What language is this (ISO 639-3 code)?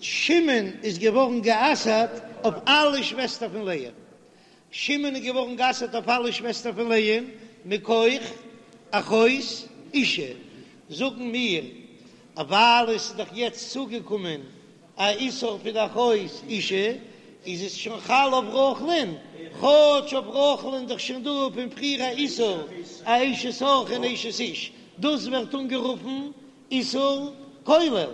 yid